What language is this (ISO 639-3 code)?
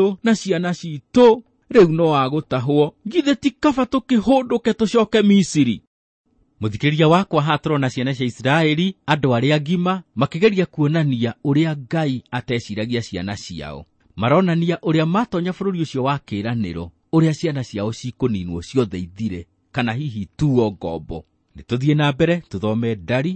kik